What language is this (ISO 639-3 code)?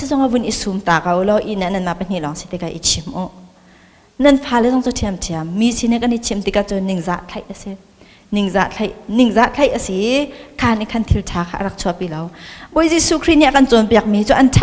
cnh